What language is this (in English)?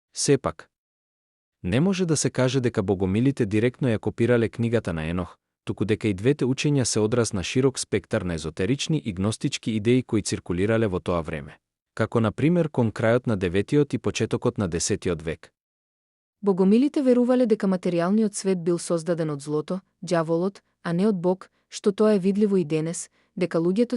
Macedonian